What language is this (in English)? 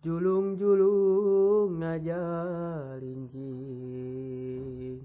Sundanese